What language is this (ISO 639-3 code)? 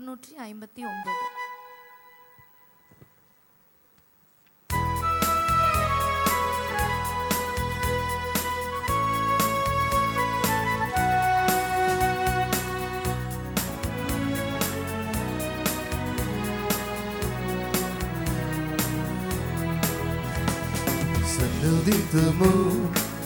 tam